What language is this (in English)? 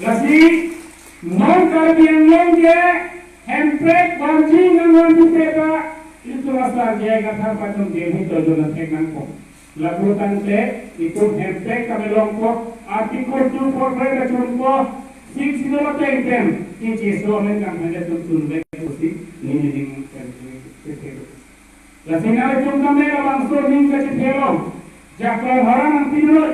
Karbi